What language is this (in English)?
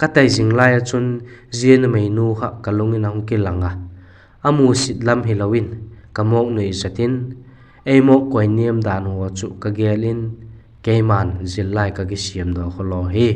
Vaiphei